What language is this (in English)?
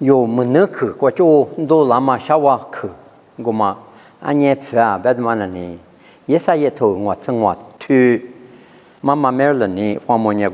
Lisu